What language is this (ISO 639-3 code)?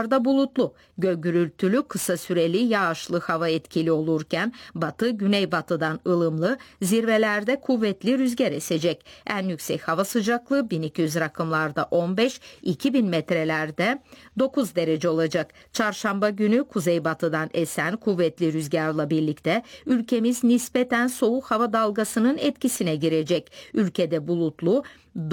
tur